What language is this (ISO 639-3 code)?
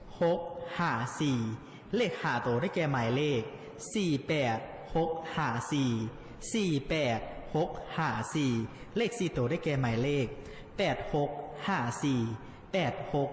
lao